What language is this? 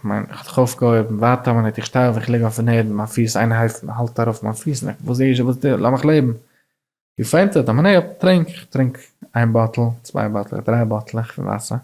Yiddish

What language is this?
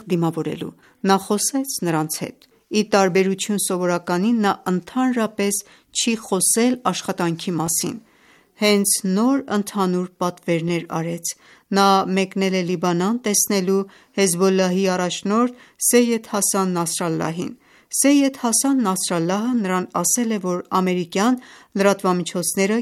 Armenian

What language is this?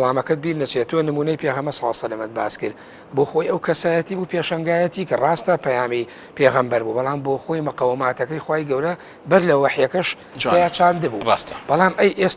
Central Kurdish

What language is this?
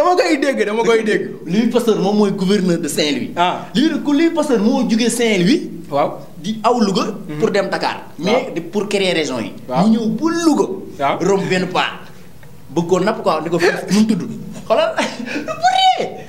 Wolof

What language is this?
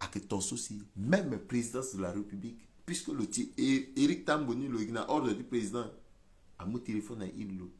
Sango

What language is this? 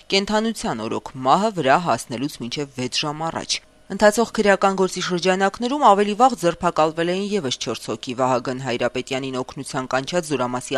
Armenian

